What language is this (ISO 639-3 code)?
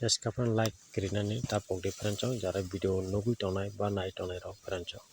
trp